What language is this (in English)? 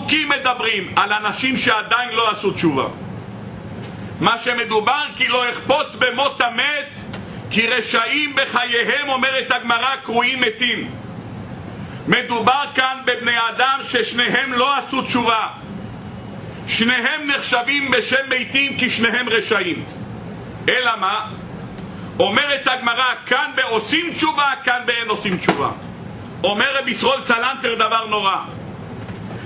Hebrew